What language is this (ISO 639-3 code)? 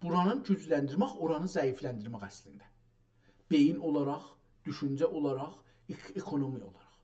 azb